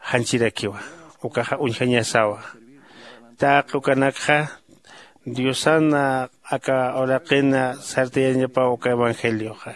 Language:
Aymara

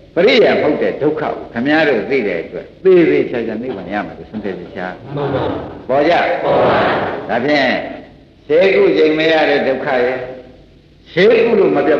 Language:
Burmese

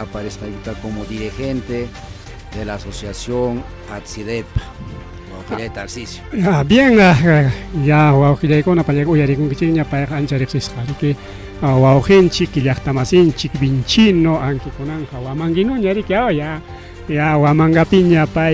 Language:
Ayacucho Quechua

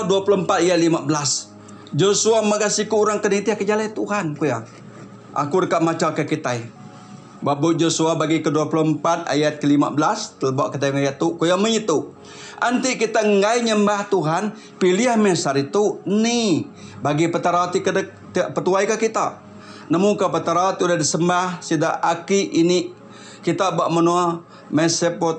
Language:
Iban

